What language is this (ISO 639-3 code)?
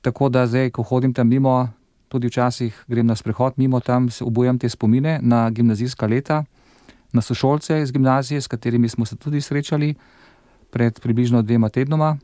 slv